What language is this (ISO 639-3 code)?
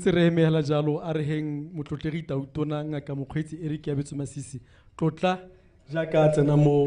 tsn